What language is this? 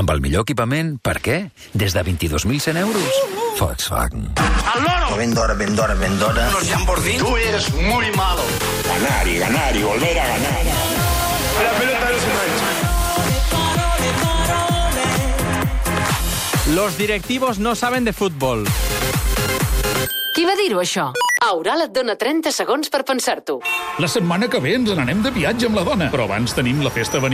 Catalan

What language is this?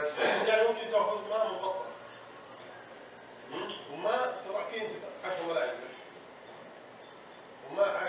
Arabic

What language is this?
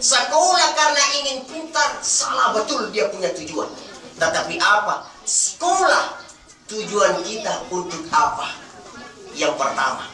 Buginese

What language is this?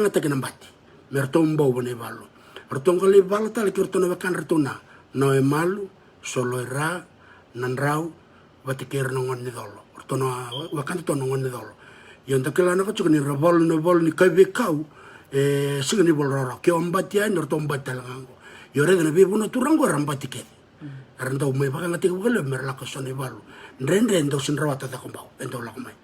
Fijian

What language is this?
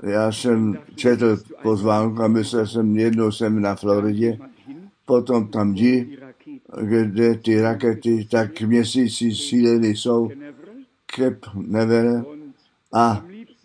Czech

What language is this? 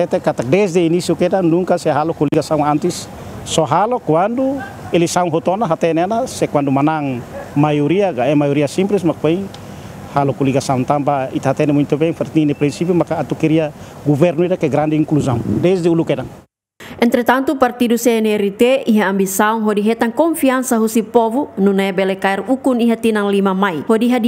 Tetum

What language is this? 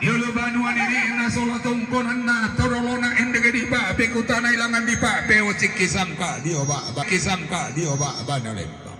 Toraja-Sa'dan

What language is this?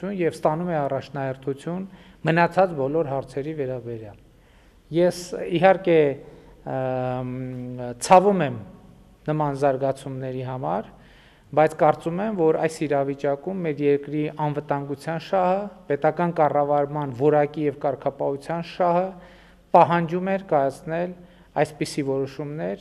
Armenian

